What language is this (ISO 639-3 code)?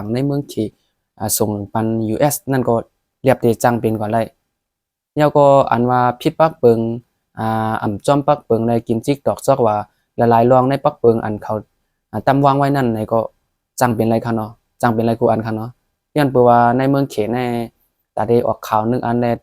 shn